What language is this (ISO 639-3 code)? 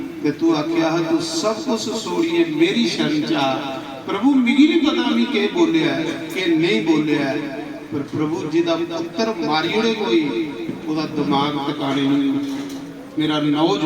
doi